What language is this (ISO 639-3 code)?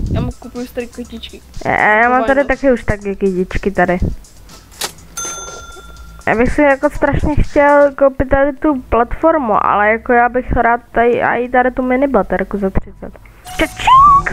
ces